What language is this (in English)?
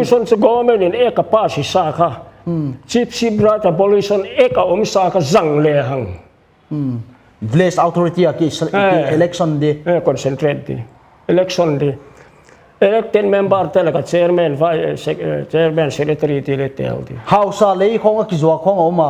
Paite Chin